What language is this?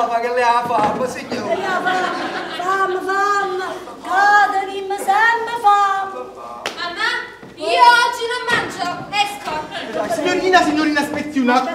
Neapolitan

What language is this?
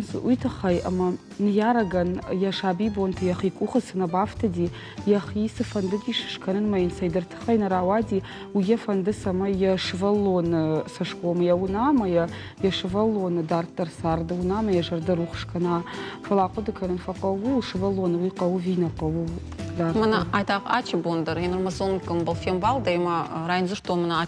Ossetic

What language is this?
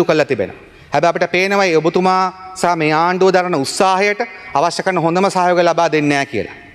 Sinhala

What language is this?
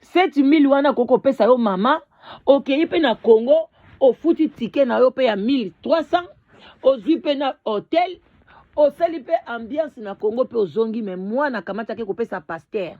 Lingala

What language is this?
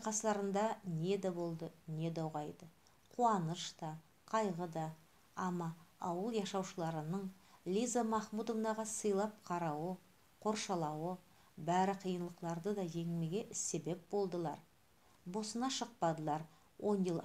Nogai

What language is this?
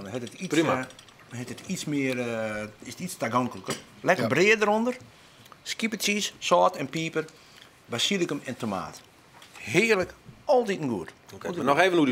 Western Frisian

